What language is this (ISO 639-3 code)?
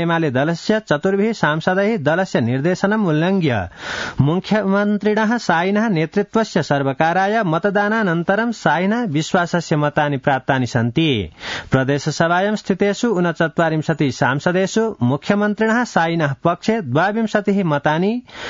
san